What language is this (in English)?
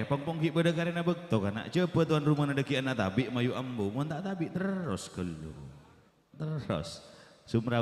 Madurese